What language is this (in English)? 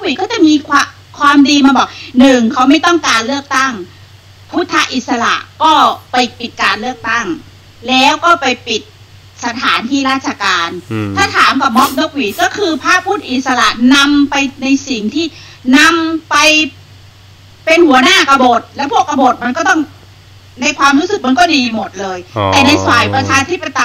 Thai